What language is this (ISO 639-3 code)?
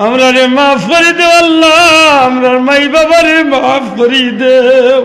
syl